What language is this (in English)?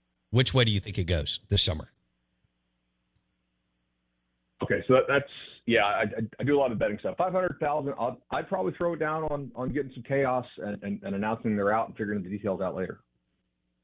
English